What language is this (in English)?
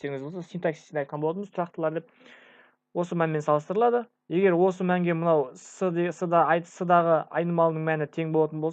Kazakh